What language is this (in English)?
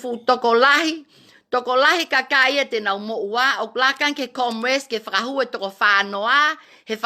Tongan